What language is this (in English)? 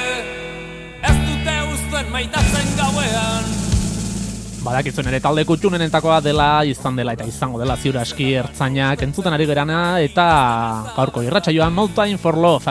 Basque